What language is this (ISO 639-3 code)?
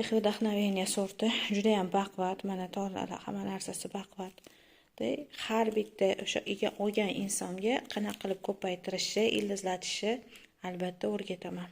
uzb